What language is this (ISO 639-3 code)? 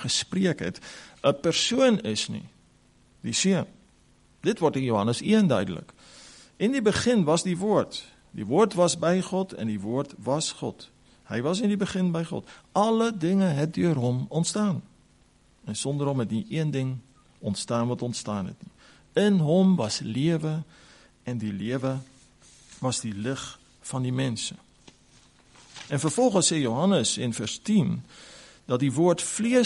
afr